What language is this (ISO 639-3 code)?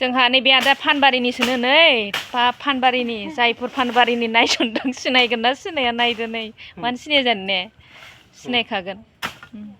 brx